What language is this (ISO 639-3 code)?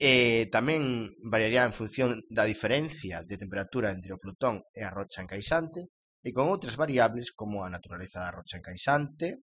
glg